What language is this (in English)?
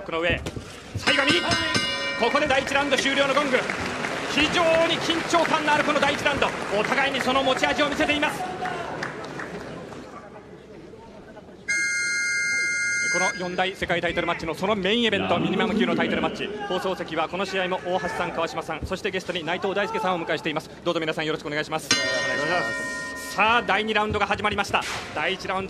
Japanese